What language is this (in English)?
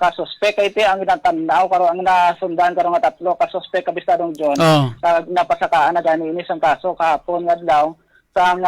Hiligaynon